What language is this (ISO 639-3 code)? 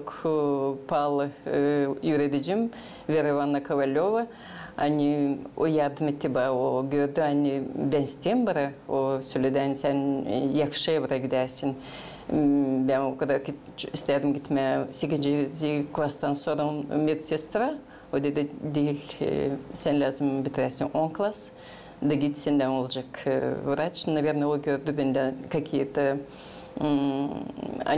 gag